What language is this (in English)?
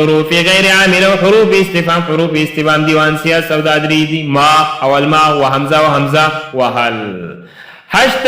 Pashto